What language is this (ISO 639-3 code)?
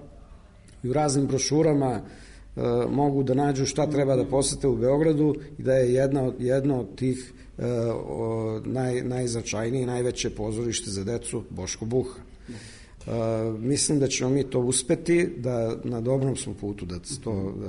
srp